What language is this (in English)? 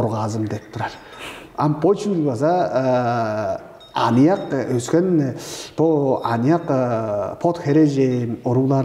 Tuvinian